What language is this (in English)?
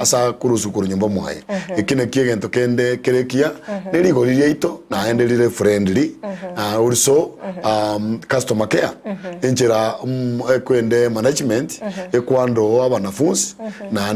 Gusii